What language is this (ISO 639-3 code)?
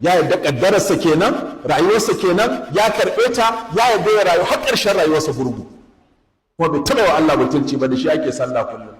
hau